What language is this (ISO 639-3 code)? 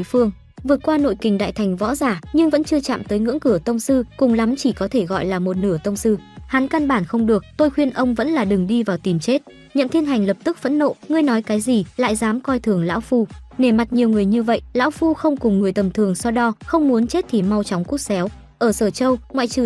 vie